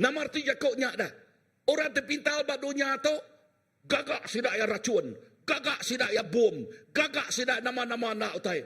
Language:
Iban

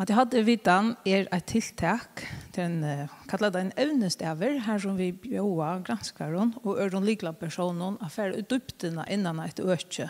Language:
Faroese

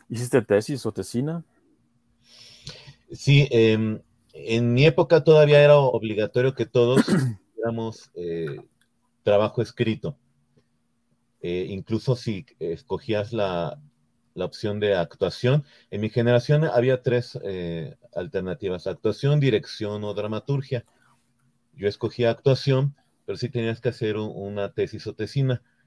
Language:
Spanish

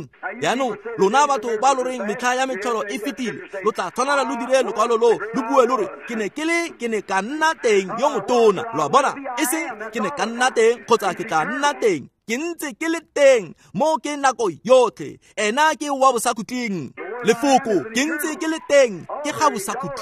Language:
Tswana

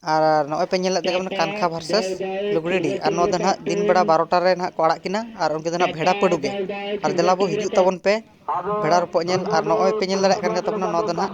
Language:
Santali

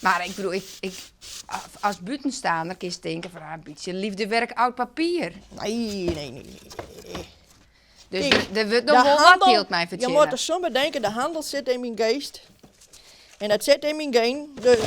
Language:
Western Frisian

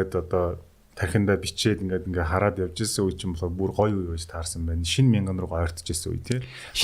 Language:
Mongolian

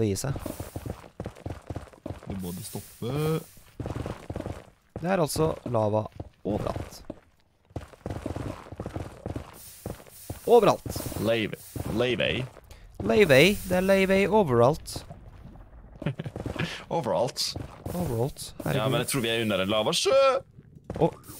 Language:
Norwegian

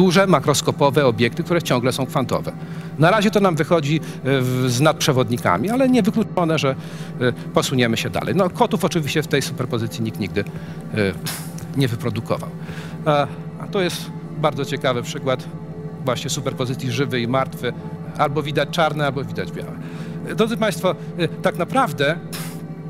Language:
Polish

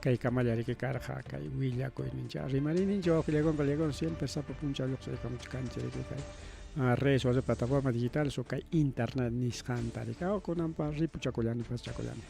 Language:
Ayacucho Quechua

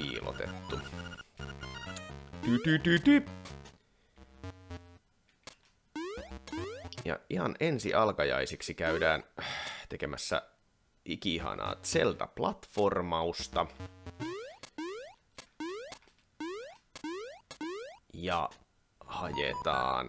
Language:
Finnish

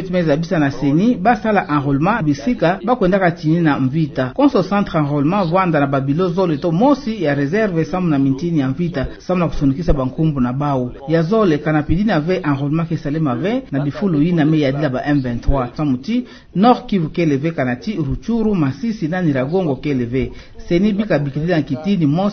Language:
Kituba (Democratic Republic of Congo)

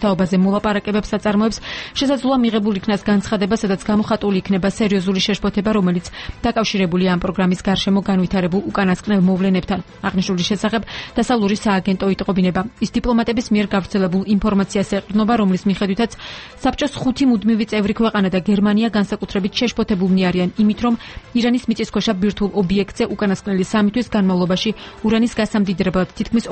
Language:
Georgian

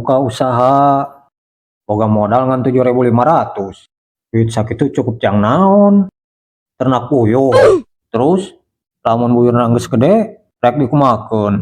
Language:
Sundanese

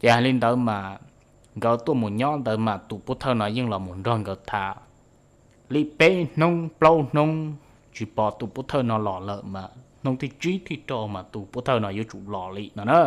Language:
Hmong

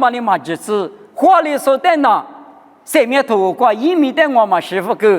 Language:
Lisu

